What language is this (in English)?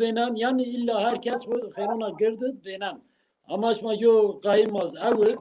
Zaza